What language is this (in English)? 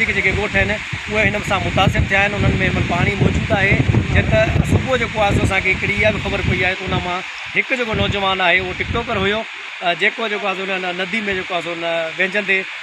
Sindhi